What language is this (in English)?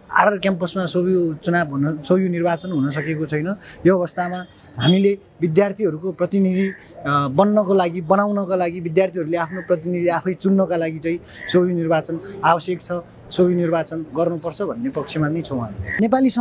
Nepali